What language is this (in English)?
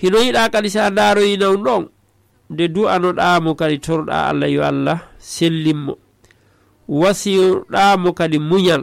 Fula